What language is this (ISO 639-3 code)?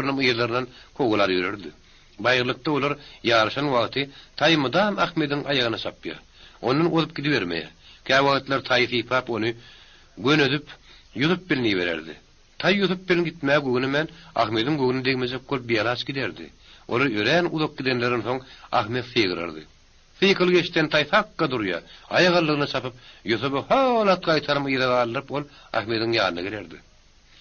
tuk